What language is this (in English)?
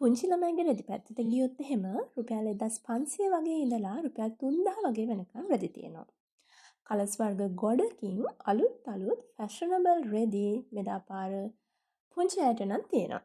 Sinhala